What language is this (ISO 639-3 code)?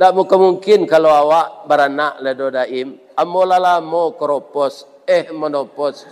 min